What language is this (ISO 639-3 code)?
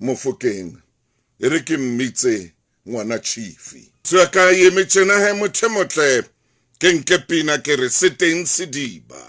sot